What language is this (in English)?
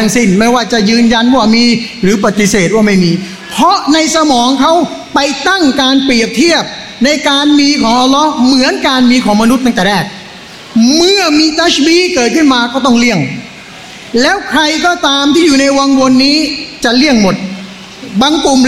Thai